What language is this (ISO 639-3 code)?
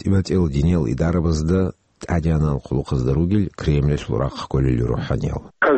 ava